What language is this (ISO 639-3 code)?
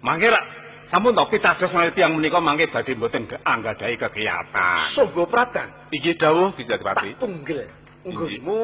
jav